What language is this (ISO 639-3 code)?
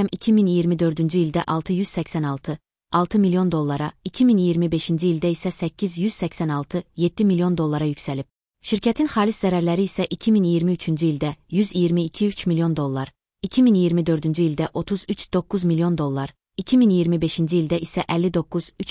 aze